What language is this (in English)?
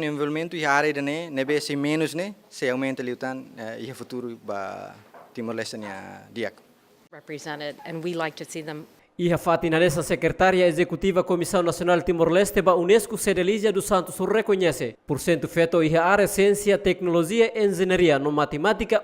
Tetum